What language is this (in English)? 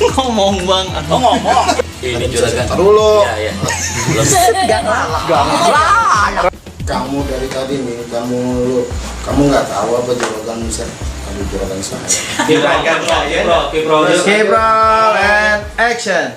Betawi